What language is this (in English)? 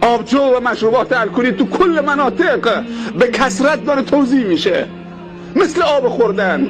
Tajik